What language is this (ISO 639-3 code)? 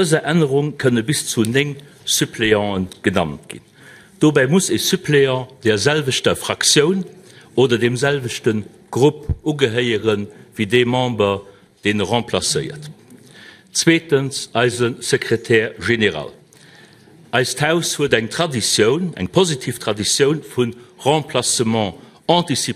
ltz